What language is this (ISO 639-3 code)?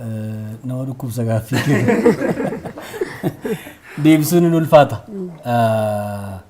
orm